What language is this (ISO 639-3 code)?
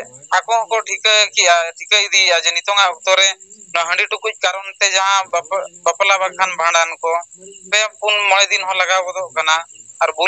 sat